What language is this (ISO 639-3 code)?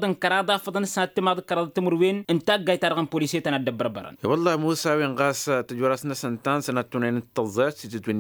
taq